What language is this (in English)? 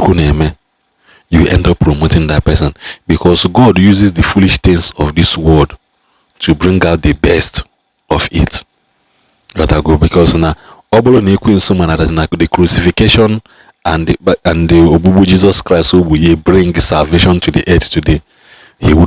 Igbo